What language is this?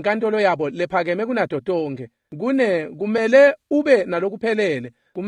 Swati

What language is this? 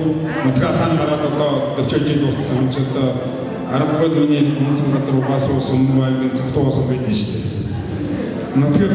Mongolian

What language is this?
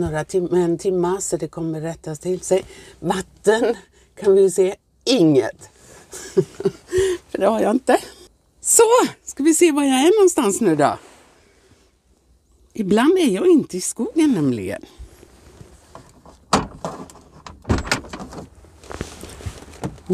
Swedish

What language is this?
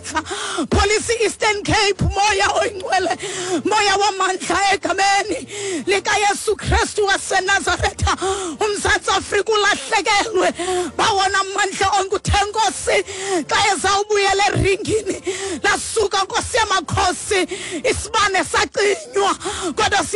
Xhosa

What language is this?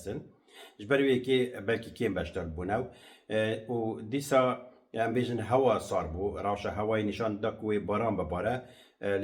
Kurdish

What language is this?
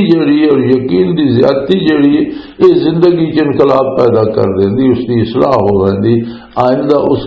Western Panjabi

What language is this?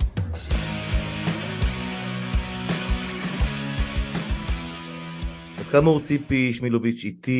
Hebrew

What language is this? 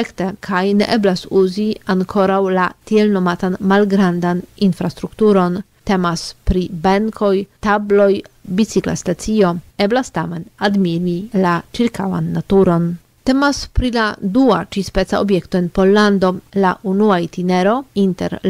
Esperanto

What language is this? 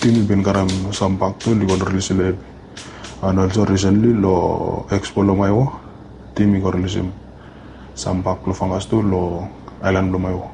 Bislama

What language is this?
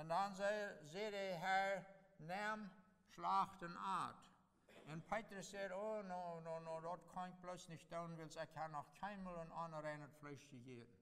Plautdietsch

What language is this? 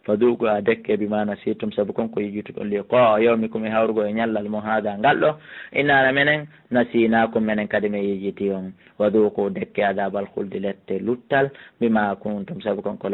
Fula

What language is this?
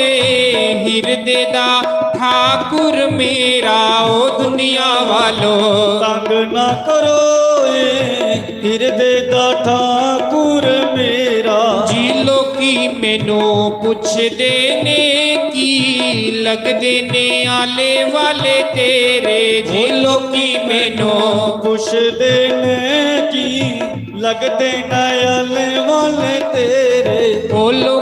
Dogri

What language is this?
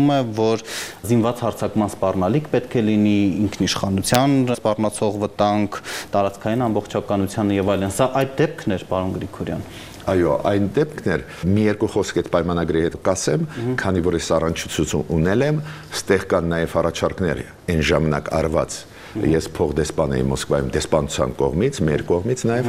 Armenian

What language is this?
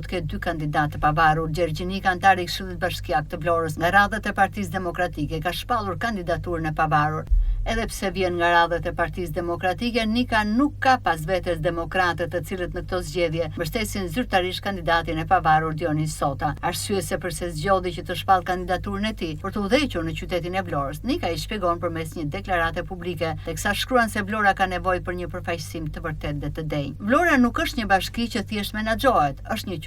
Albanian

